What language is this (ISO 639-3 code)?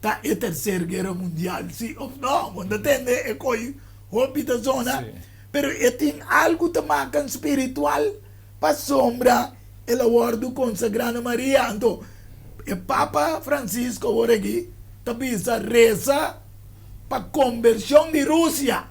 pap